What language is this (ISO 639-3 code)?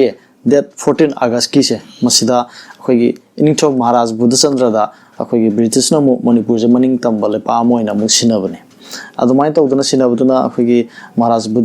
mni